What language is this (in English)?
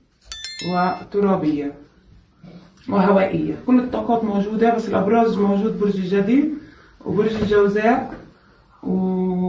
Arabic